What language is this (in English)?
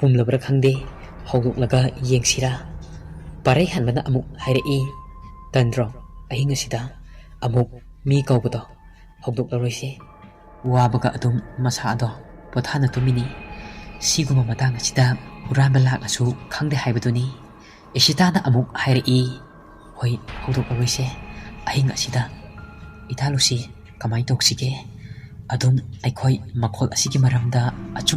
Manipuri